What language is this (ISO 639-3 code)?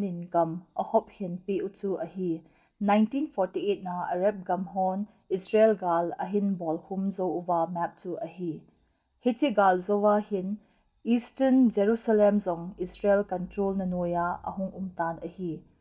tcz